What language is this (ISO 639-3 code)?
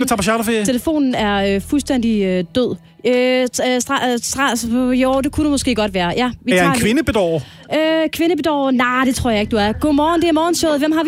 dan